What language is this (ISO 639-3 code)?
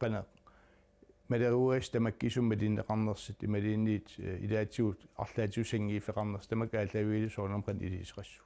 kal